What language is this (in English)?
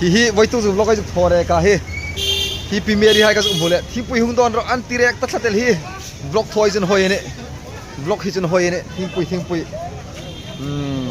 Hmar